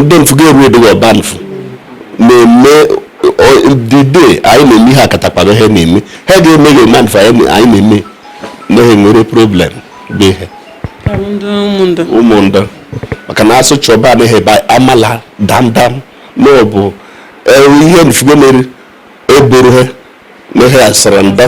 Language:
Igbo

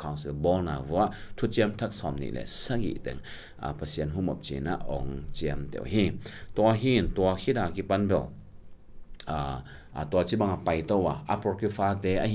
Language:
Tedim Chin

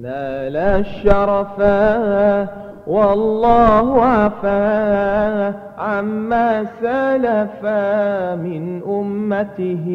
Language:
Madurese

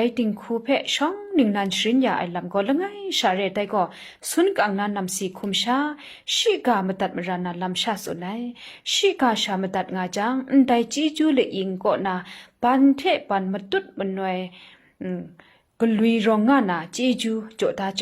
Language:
Kachin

